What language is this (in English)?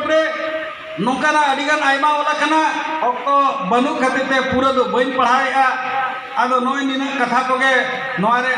Santali